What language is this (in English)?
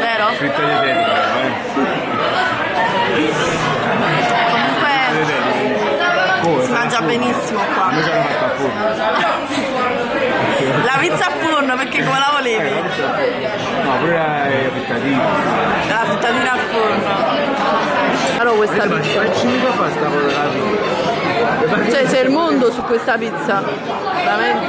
Italian